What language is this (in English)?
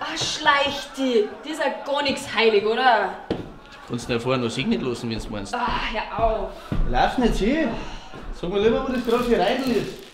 Bavarian